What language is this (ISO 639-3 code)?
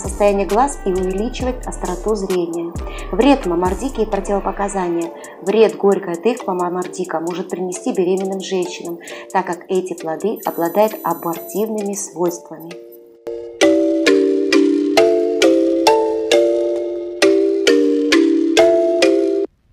rus